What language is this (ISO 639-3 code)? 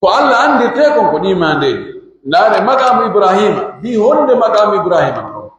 fuf